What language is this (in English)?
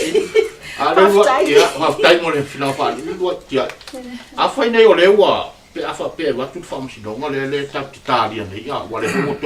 Samoan